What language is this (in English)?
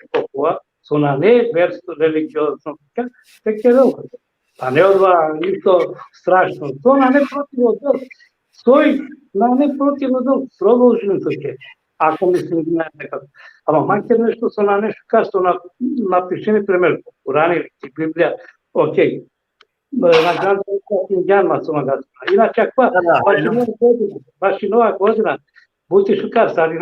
Balkan Romani